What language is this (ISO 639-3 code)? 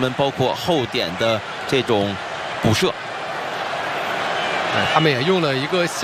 zho